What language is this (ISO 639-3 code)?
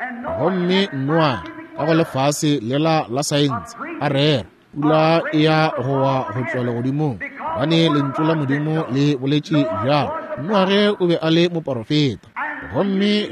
nso